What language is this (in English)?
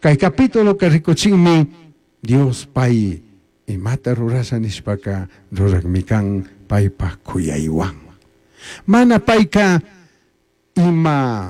Chimborazo Highland Quichua